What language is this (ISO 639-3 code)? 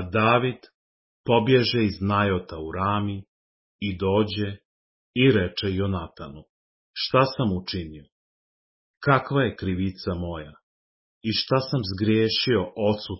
srp